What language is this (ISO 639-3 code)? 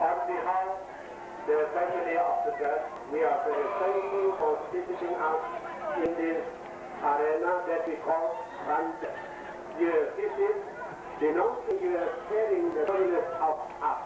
sda